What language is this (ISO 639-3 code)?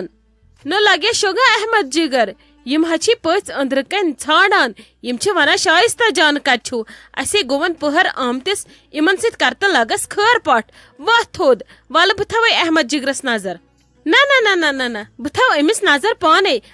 kas